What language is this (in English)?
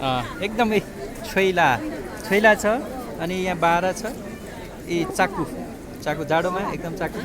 Nepali